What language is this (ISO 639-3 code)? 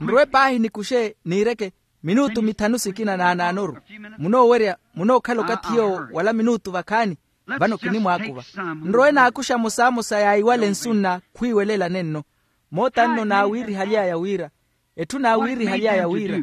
vmw